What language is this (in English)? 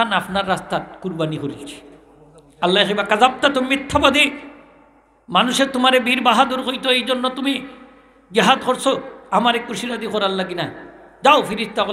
Sylheti